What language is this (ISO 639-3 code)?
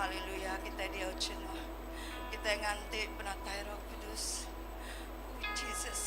iba